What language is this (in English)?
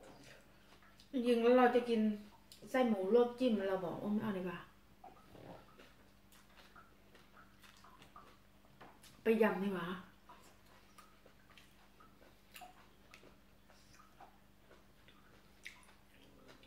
Thai